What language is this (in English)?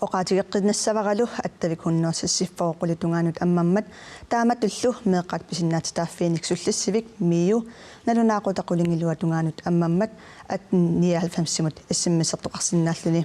Kalaallisut